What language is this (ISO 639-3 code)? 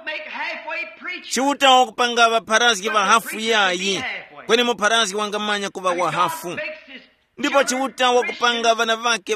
tum